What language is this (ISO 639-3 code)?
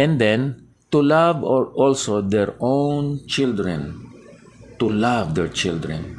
hil